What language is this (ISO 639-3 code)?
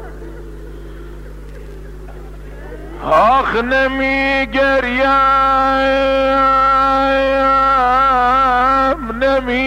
fas